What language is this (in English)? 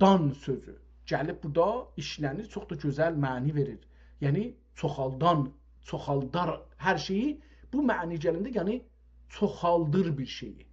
South Azerbaijani